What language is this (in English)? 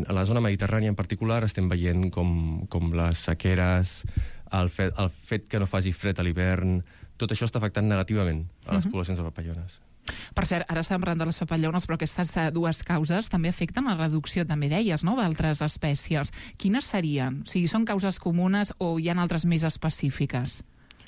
Catalan